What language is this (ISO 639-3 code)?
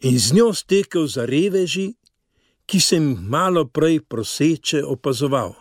slv